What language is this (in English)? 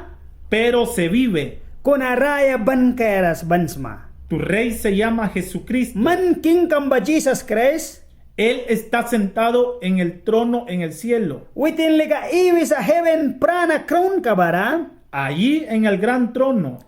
Mískito